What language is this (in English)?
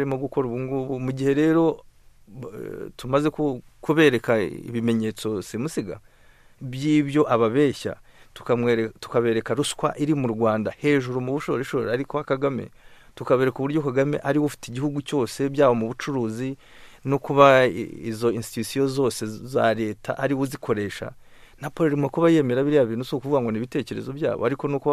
Kinyarwanda